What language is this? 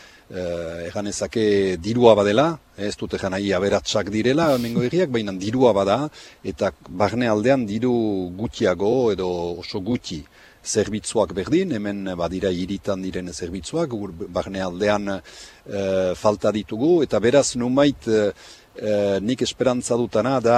Basque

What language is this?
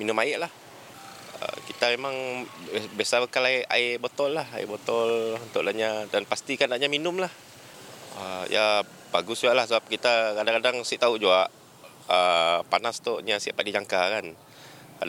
Malay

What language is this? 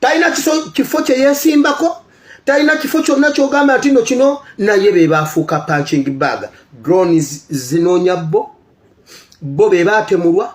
Ganda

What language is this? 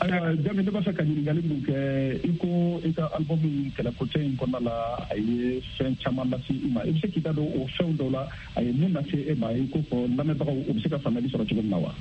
Bambara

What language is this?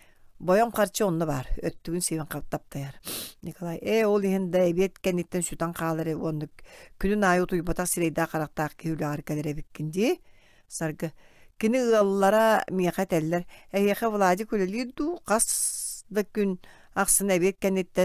Yakut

